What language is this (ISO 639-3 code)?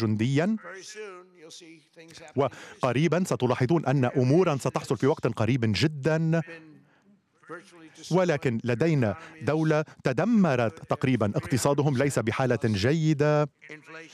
ara